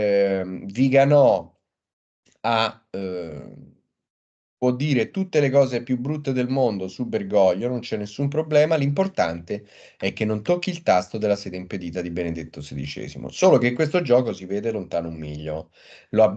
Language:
Italian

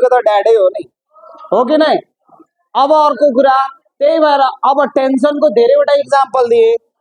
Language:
Nepali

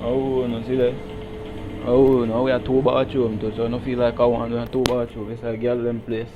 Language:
Jamaican Creole English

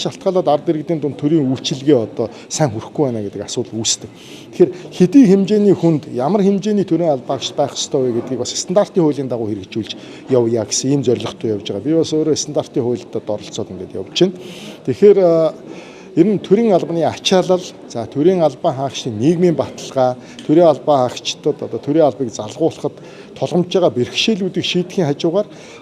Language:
Mongolian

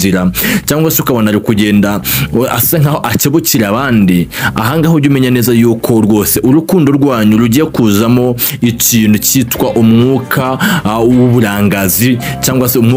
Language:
Kinyarwanda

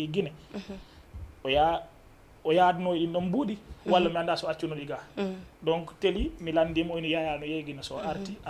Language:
Fula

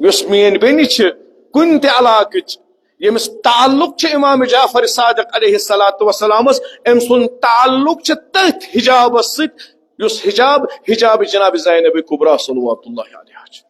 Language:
Kashmiri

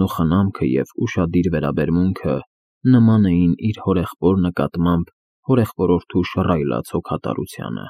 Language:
Armenian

